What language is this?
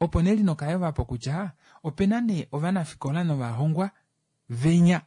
Kuanyama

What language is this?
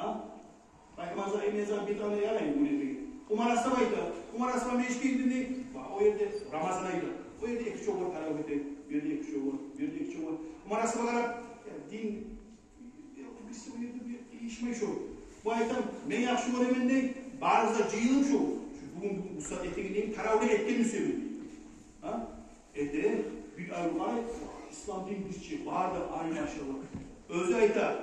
Kumyk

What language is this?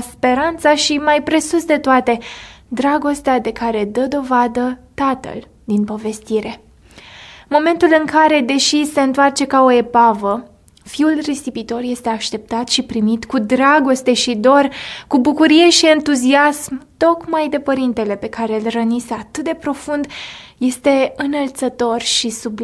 Romanian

